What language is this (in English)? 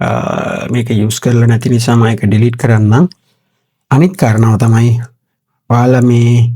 Sinhala